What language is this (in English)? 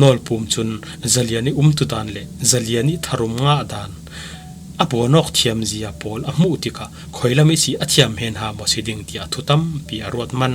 Falam Chin